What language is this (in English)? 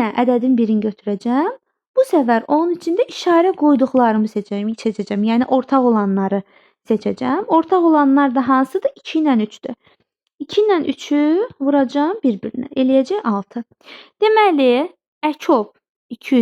Azerbaijani